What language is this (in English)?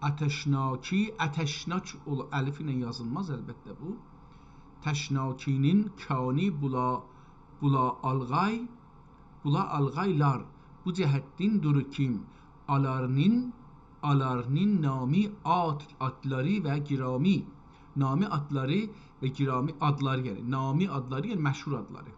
South Azerbaijani